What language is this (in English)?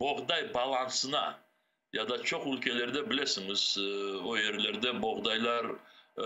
Crimean Tatar